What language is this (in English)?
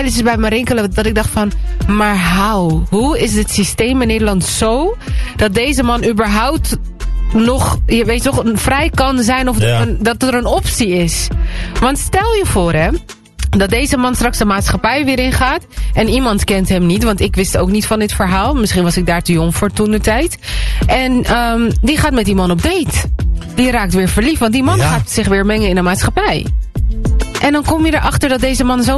Dutch